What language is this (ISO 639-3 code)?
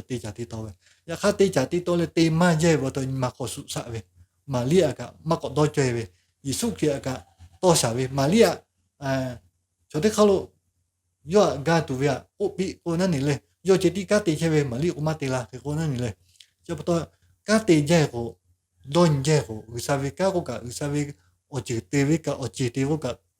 lhu